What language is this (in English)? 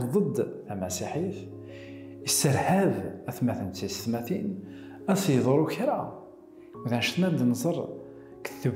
Kabyle